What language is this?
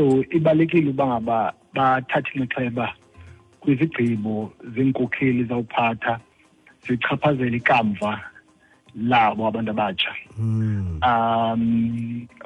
Xhosa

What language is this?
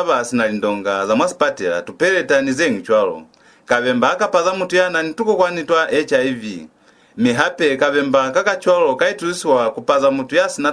Lozi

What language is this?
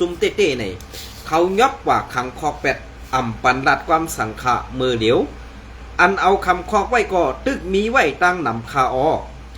Shan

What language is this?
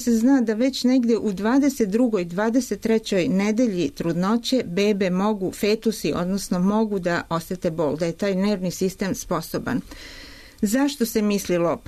Serbian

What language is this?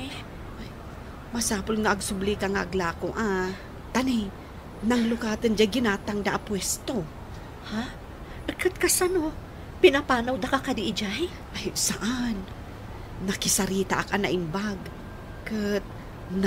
Iloko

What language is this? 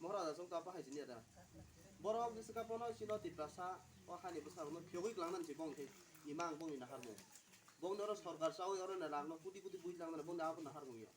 Kok Borok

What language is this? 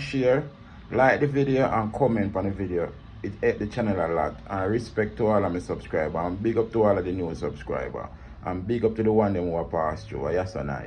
Jamaican Creole English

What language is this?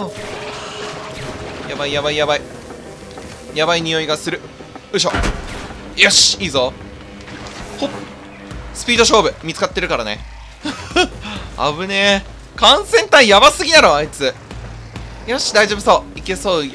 Japanese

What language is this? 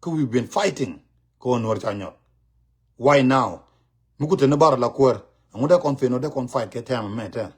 Nuer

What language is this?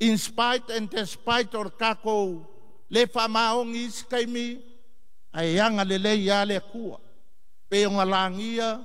Samoan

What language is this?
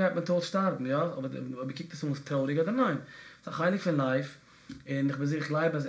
Yiddish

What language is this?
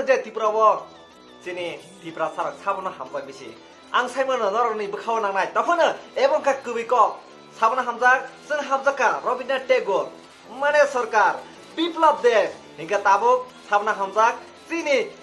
Kok Borok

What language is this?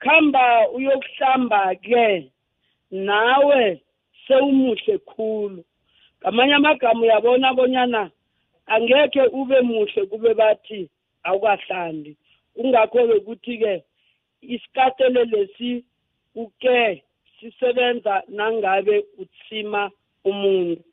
South Ndebele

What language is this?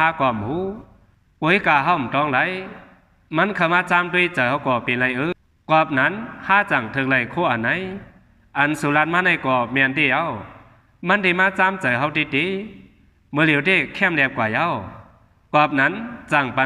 Shan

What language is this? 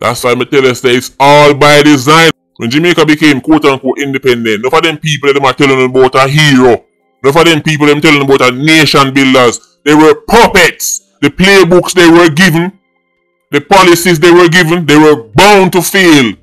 Jamaican Creole English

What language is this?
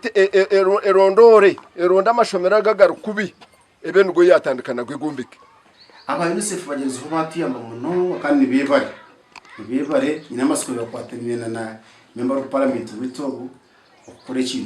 Nyankole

